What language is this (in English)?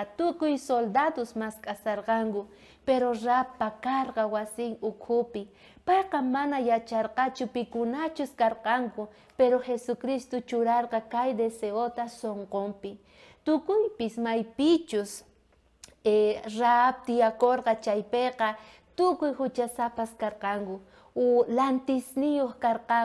South Bolivian Quechua